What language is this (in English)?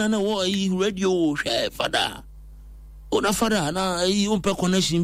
Akan